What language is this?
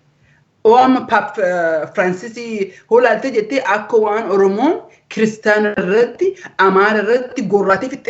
Oromo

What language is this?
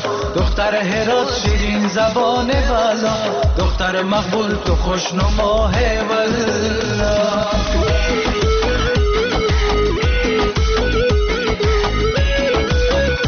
Persian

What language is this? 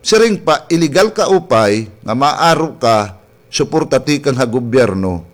Waray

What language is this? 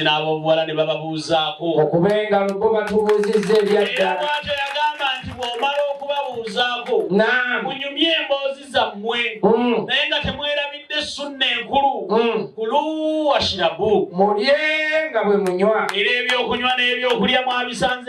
Ganda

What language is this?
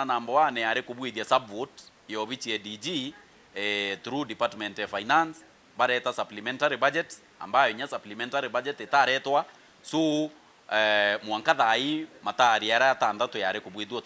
Meru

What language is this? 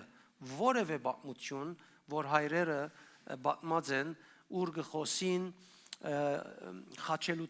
Western Armenian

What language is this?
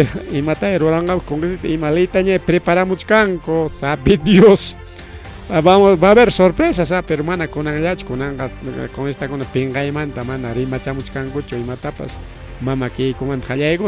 Ayacucho Quechua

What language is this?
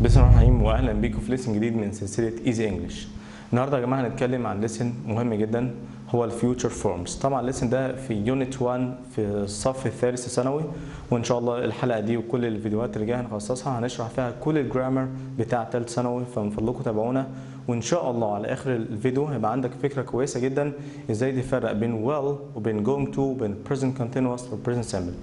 Egyptian Arabic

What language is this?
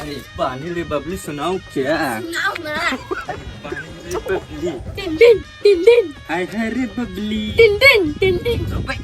Chhattisgarhi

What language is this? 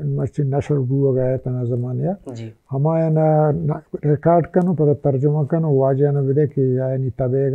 Baluchi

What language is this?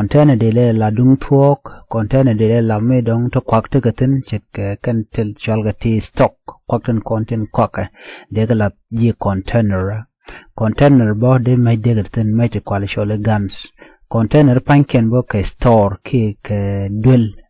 Nuer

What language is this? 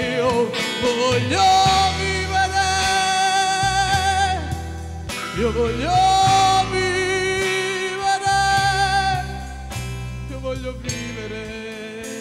Italian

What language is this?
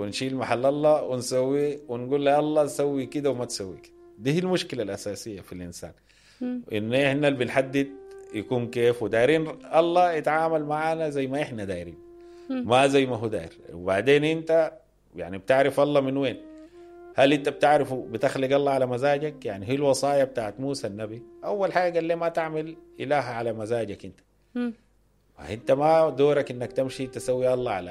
Sudanese Arabic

